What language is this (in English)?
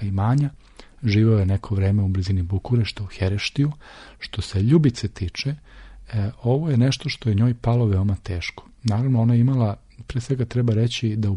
Serbian